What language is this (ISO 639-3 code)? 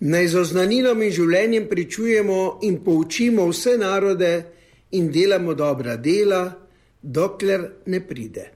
slv